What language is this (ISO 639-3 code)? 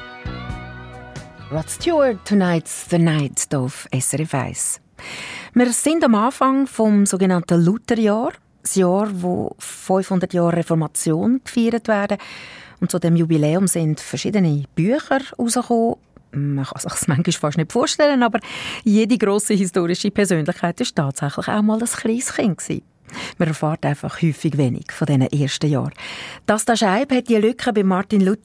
deu